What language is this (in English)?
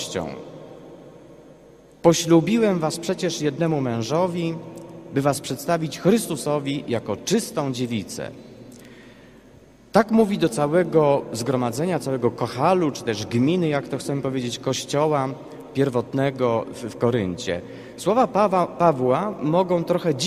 Polish